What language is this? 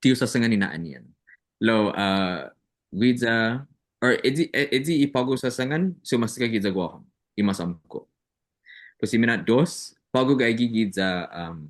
Chamorro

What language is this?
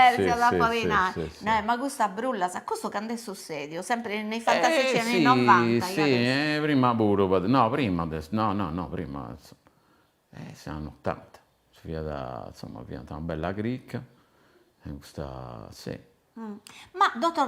Sardinian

